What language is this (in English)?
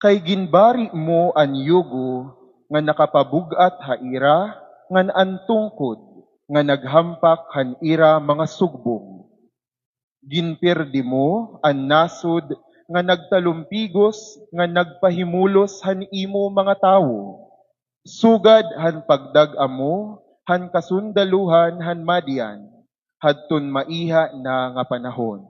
Waray